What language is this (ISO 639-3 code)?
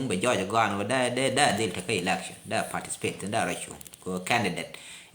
nus